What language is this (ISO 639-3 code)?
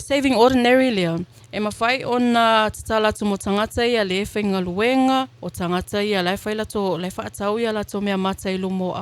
smo